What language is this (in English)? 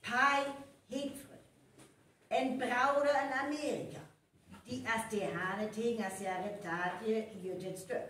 Northern Frisian